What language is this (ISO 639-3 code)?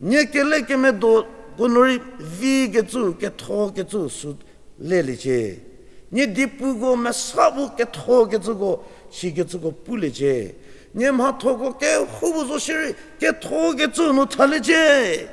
njm